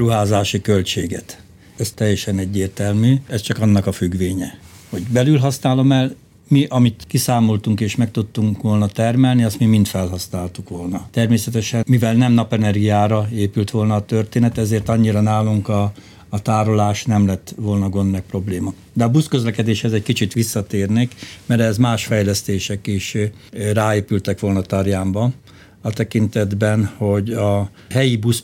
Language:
Hungarian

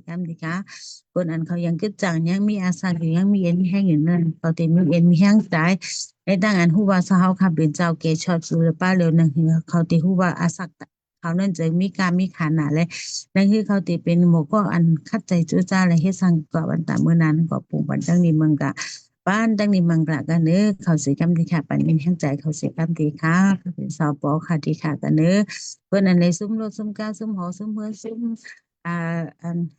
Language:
Shan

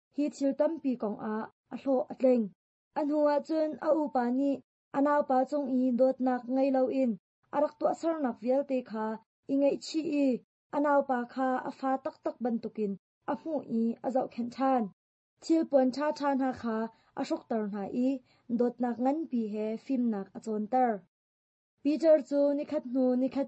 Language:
Hakha Chin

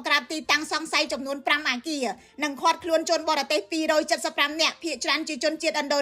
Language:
Khmer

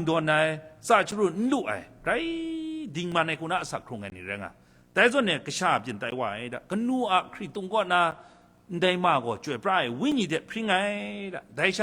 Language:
Kachin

